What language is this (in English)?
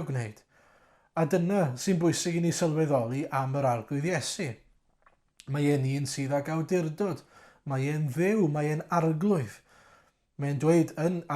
Welsh